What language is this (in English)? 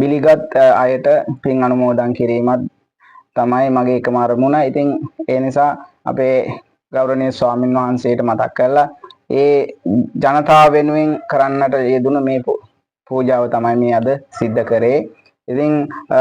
Sinhala